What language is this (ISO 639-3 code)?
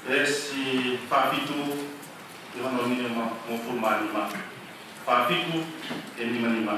ton